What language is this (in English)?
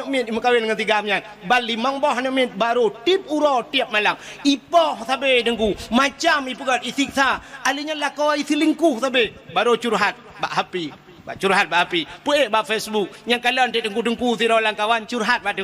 Achinese